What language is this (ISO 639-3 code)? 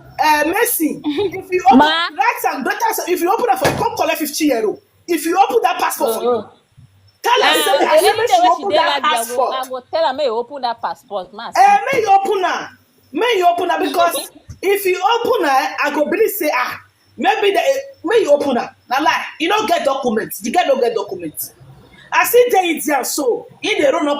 pcm